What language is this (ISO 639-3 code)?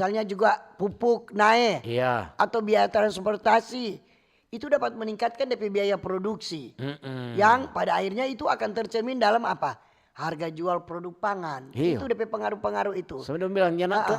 xmm